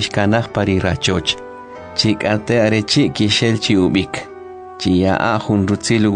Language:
Kʼicheʼ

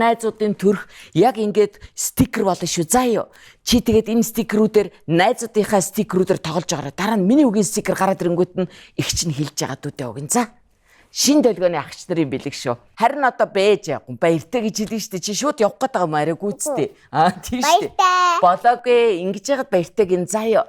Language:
Mongolian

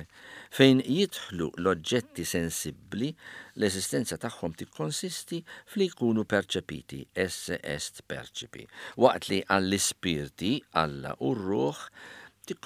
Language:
Maltese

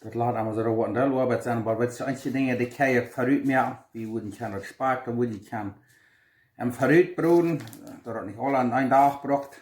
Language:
Plautdietsch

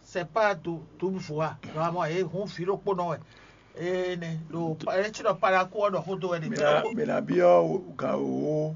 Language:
Fon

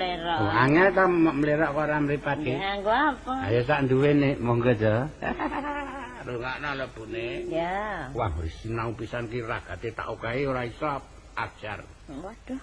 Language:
Javanese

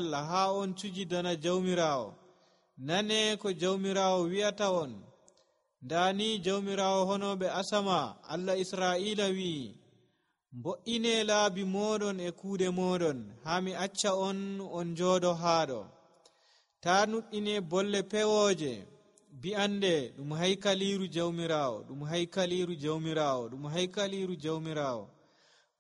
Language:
Nigerian Fulfulde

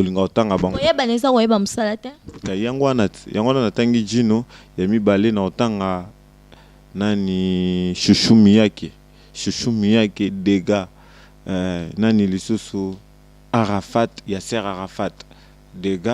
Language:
Lingala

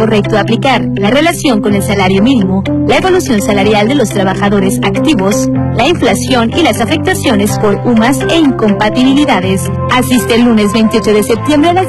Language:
Spanish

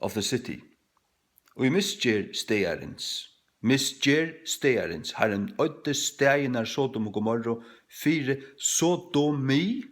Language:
Faroese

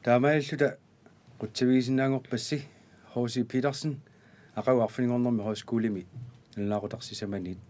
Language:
Kalaallisut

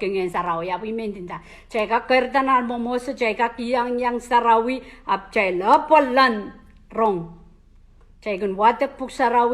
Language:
Pohnpeian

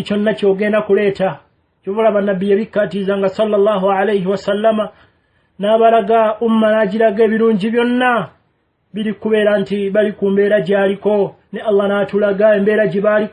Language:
Ganda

